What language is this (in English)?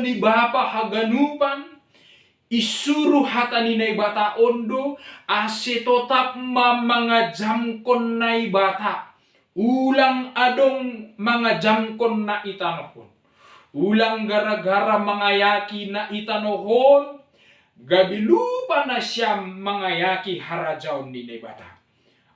Batak Simalungun